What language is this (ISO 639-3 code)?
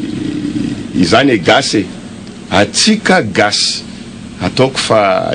mlg